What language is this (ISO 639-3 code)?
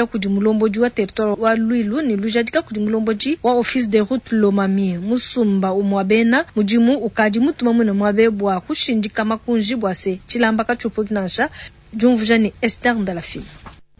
lua